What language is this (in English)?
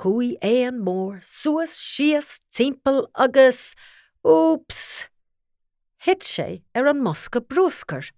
Irish